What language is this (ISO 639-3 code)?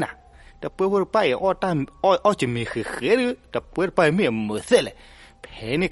ksw